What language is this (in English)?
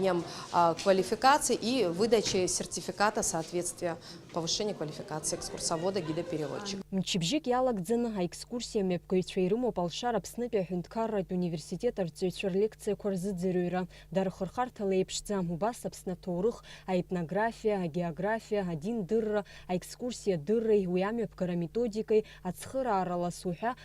Abkhazian